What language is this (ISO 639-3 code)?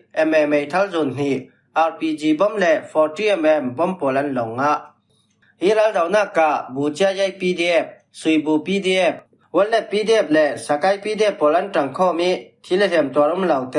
cfm